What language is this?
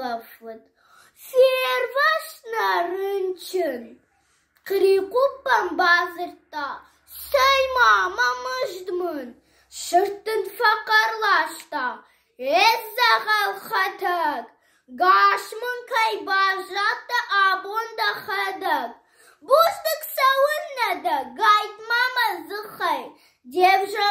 Ossetic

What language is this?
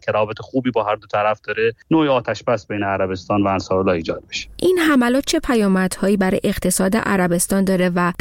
Persian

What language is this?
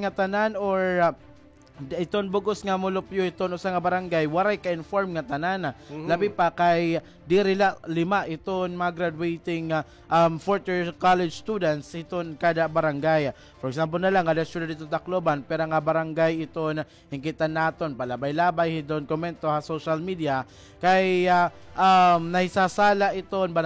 Waray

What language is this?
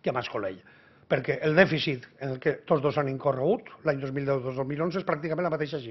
Catalan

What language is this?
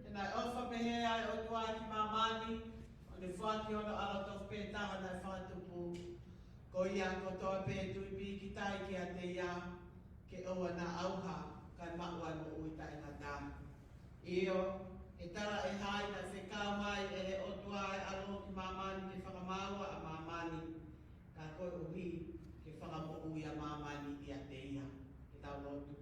Tongan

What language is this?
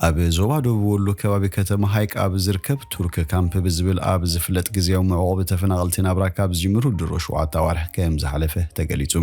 Tigrinya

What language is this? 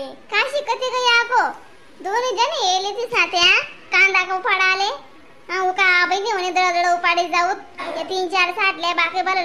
Khandesi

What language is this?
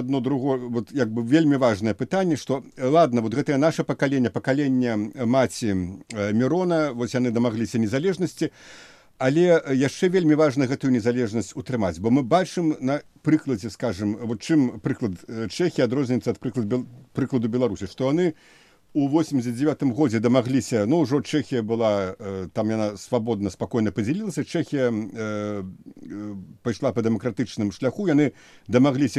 Belarusian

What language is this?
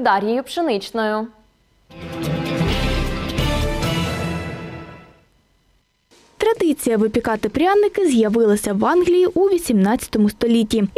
Ukrainian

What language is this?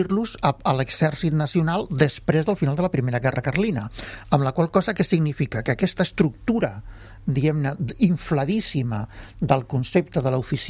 Catalan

